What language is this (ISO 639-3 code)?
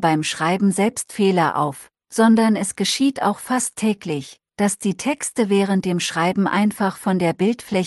deu